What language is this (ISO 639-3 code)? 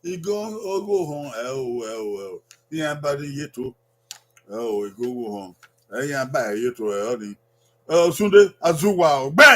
bin